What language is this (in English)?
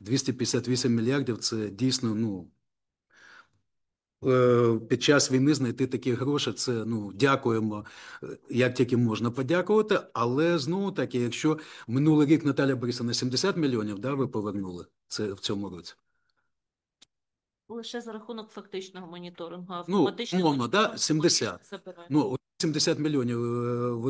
Ukrainian